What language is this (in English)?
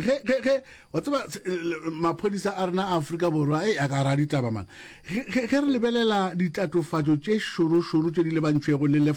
Northern Sotho